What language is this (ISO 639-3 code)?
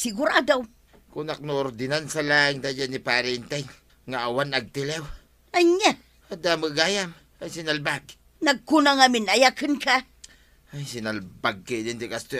ilo